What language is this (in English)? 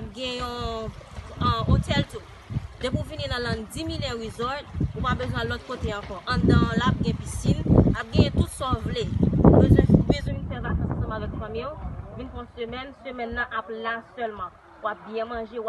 Haitian Creole